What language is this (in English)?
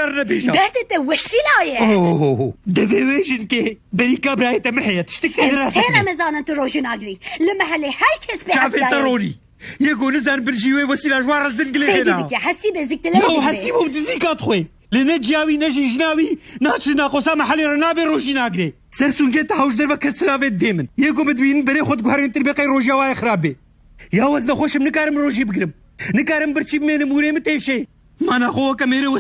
Kurdish